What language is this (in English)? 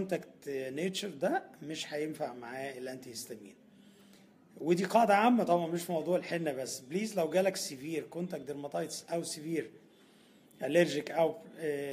Egyptian Arabic